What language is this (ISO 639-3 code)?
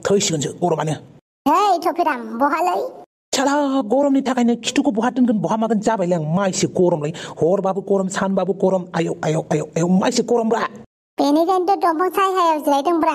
brx